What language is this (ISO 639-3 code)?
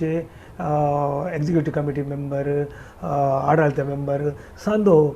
kok